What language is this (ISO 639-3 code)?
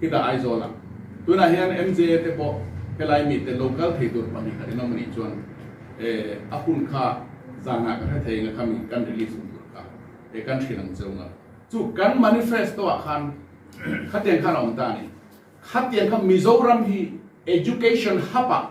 lus